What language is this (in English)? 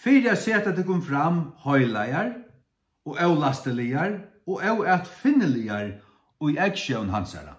Faroese